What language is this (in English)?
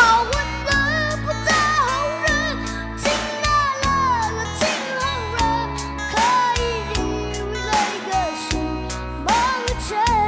Tangkhul Naga (India)